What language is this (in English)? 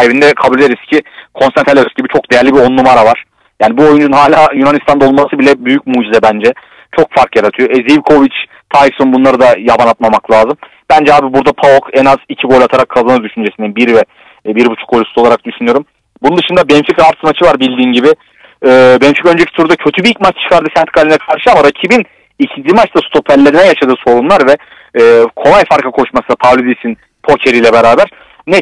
Turkish